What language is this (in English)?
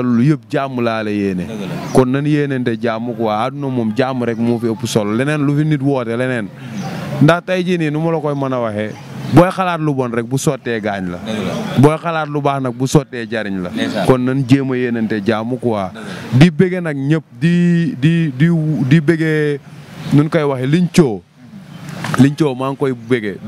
Wolof